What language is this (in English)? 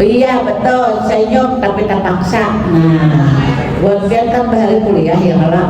Banjar